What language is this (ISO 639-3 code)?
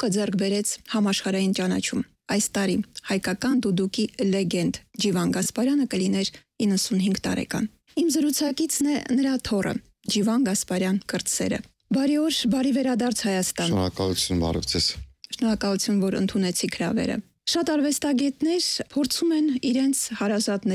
hye